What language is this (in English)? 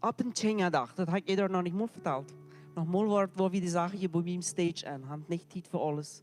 Plautdietsch